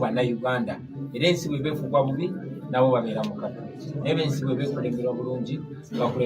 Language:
Ganda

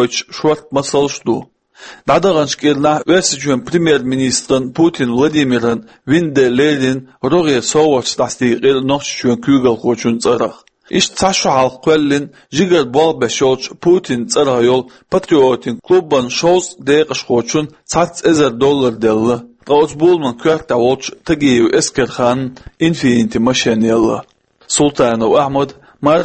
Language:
Chechen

